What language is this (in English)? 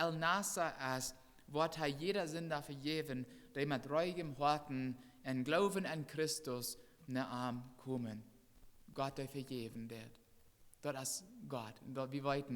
Plautdietsch